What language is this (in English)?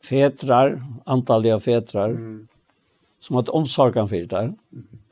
Faroese